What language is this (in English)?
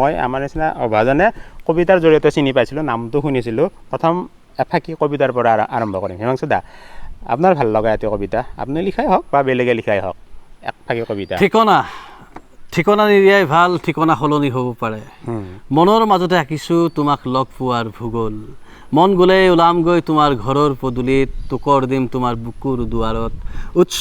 Assamese